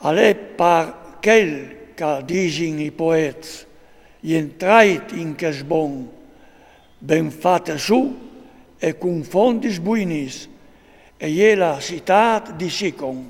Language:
Friulian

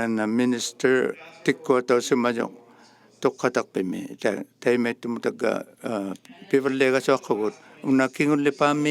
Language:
Inuktitut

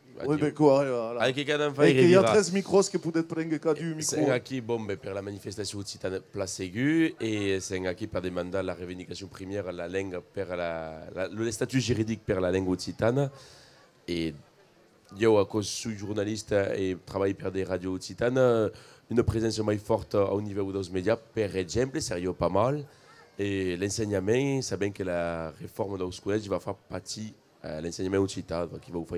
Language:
Occitan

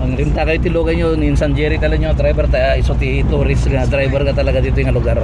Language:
Iloko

